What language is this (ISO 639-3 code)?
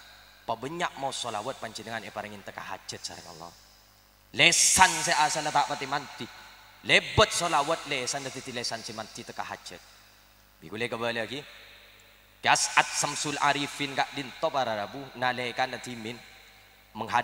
mad